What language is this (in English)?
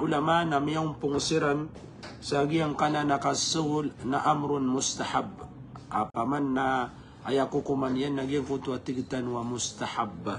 Maranao